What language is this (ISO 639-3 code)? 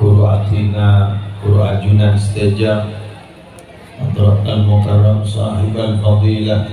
mad